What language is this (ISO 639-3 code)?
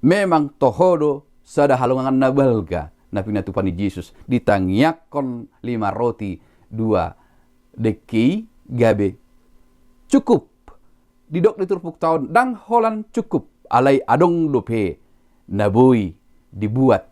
bbc